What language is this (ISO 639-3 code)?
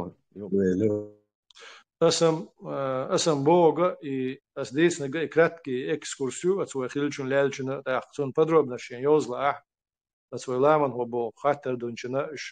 che